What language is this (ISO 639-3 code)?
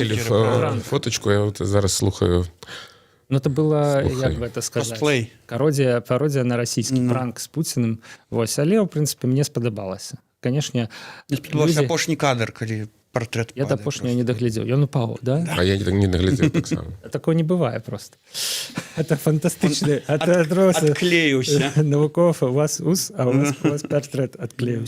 bel